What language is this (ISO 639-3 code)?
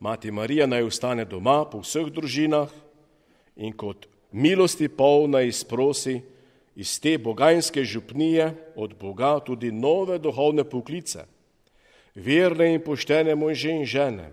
slv